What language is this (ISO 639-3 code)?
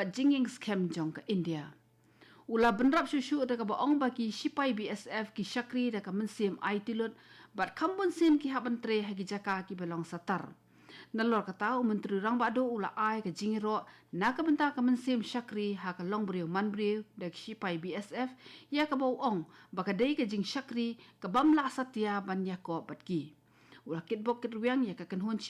kha